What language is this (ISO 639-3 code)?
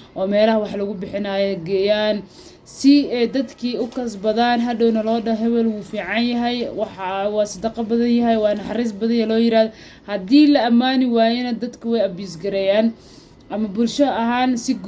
som